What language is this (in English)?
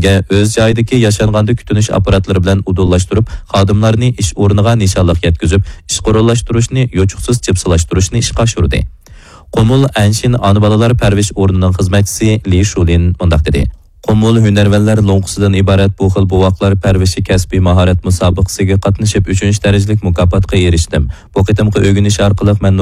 Uyghur